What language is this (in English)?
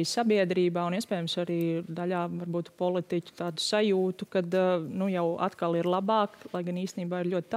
Latvian